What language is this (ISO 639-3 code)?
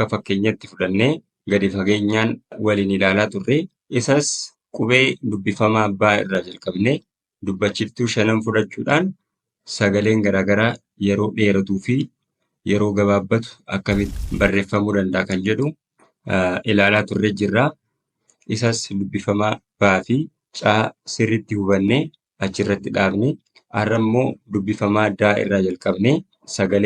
orm